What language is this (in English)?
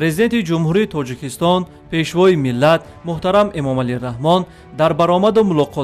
Tajik